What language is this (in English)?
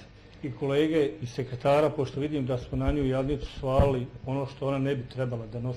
Bosnian